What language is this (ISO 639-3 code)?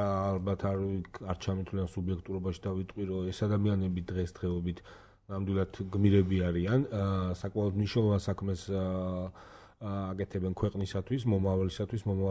kat